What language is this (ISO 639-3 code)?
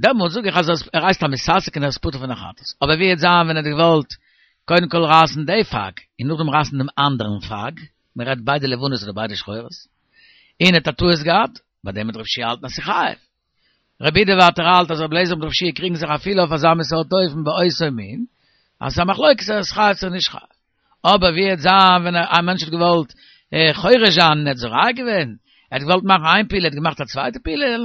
yid